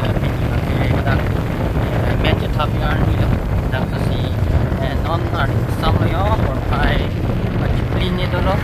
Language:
Karbi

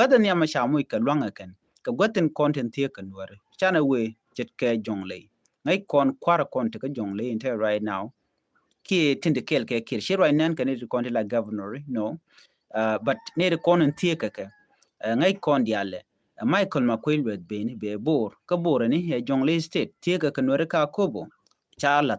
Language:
Nuer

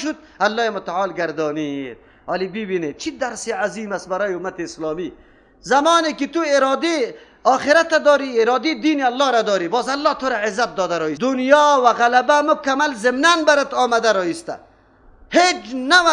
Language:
Persian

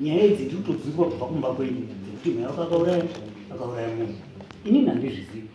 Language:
Shona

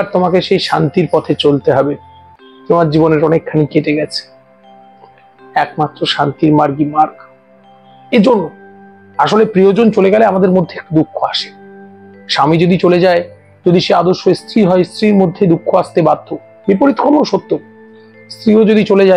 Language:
Bangla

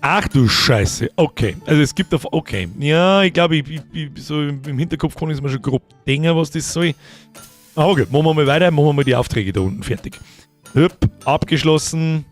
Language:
Bavarian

